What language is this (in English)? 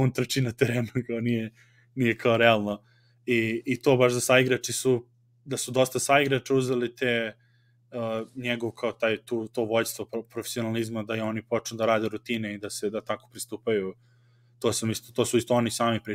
Serbian